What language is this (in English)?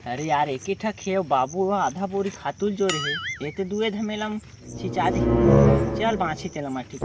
Chhattisgarhi